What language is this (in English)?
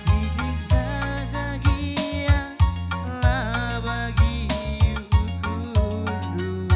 Batak Karo